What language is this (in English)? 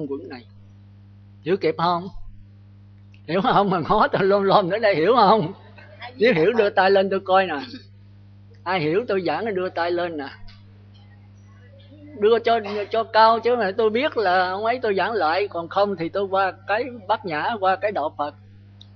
Vietnamese